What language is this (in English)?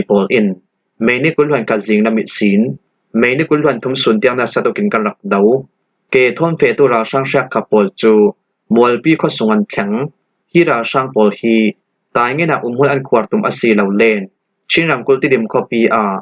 Falam Chin